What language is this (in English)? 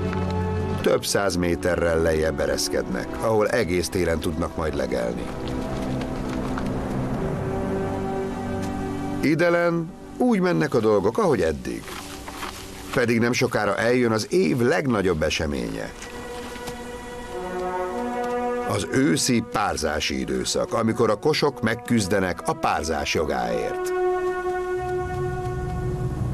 Hungarian